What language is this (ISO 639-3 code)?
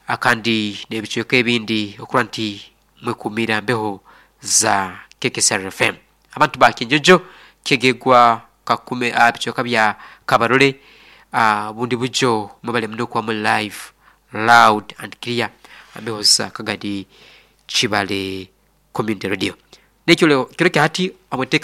nyo